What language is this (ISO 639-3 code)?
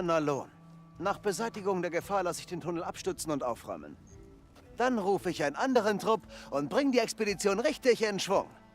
bar